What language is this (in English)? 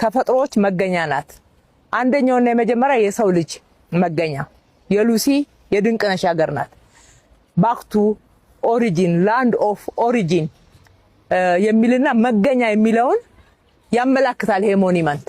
Amharic